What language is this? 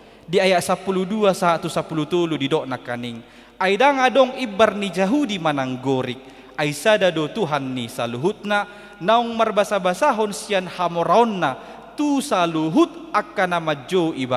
Batak Toba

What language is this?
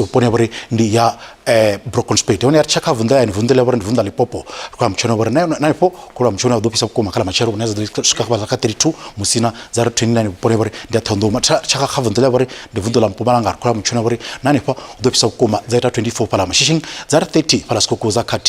Venda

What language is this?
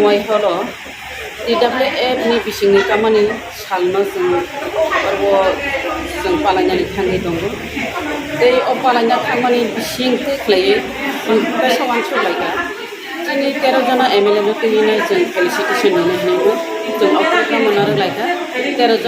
Kok Borok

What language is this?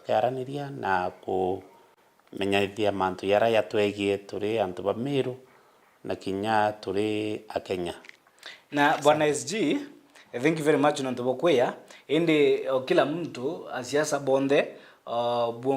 Meru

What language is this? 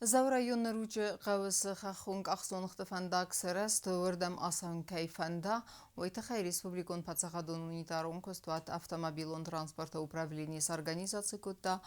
Ossetic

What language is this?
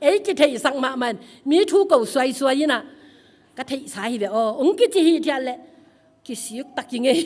Tedim Chin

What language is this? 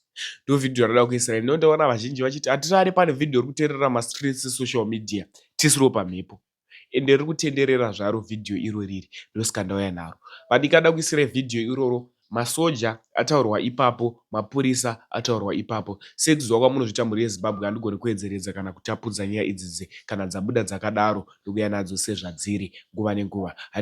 Shona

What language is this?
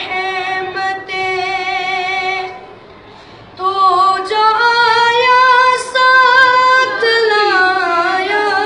Urdu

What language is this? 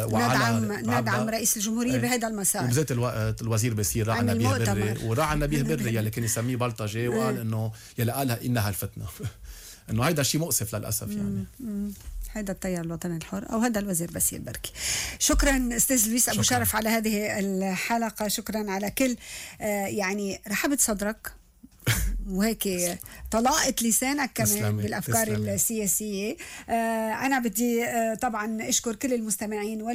North Levantine Arabic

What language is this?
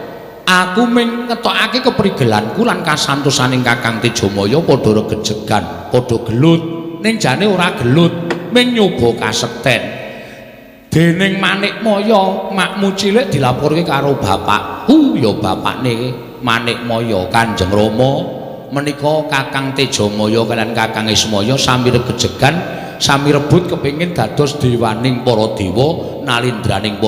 Javanese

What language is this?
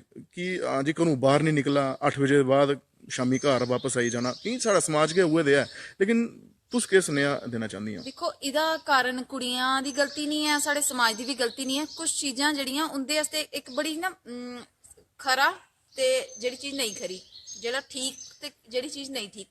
Dogri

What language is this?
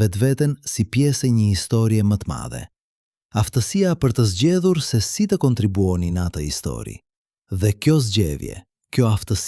Albanian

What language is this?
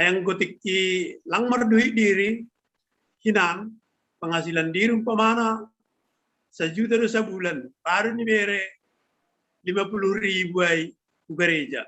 Batak Simalungun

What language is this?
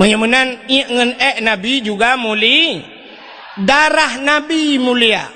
Achinese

